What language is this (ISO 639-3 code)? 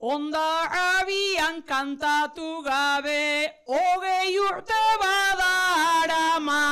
eus